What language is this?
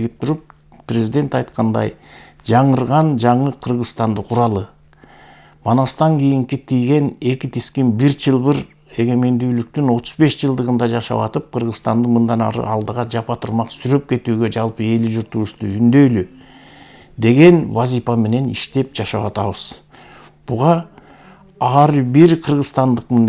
Kyrgyz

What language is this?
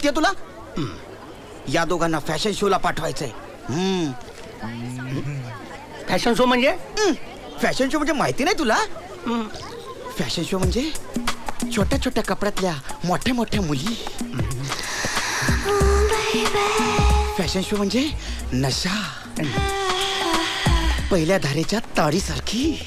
Marathi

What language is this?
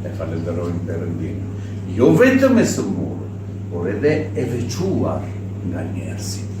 Albanian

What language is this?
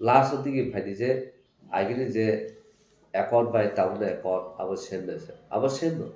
Kok Borok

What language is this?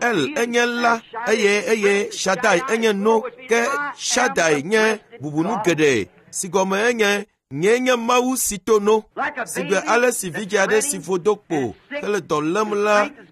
Ewe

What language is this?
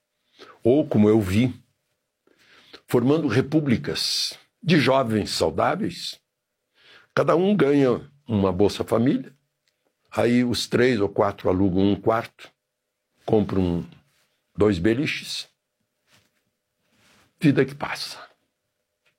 Portuguese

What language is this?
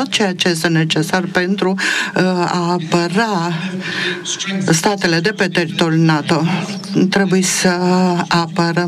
Romanian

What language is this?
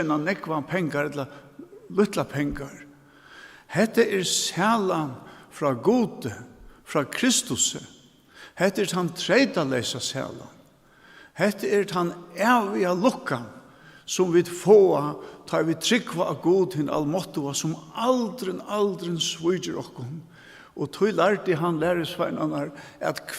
Faroese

